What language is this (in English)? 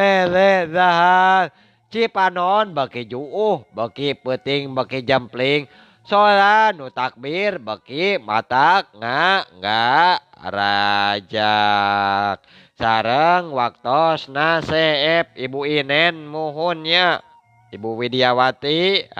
Sundanese